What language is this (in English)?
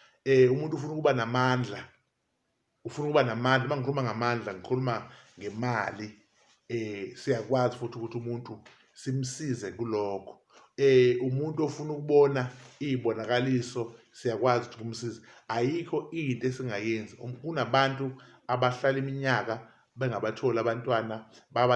Zulu